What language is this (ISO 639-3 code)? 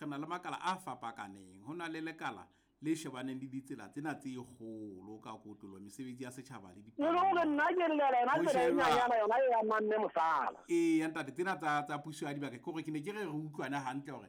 sot